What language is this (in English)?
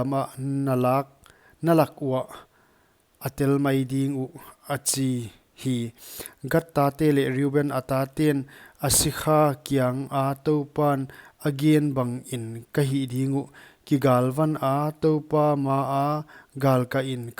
Paite Chin